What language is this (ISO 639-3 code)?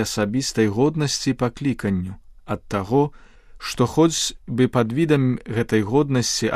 bel